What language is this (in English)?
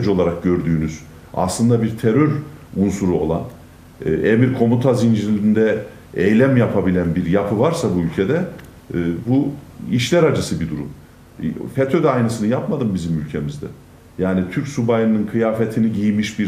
Turkish